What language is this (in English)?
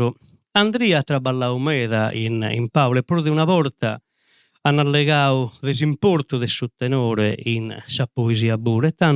Sardinian